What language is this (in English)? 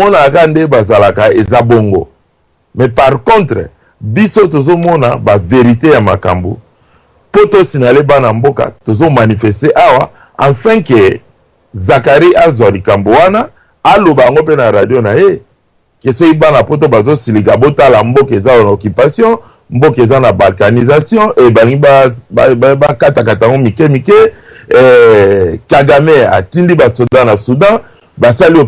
Lingala